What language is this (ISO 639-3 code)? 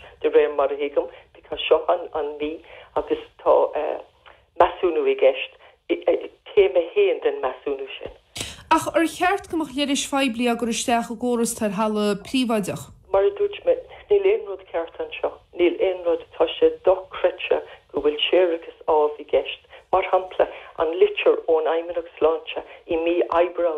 gle